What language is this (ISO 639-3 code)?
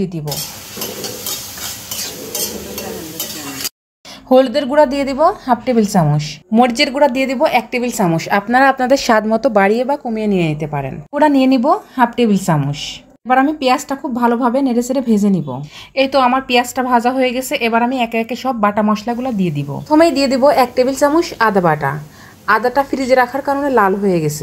ben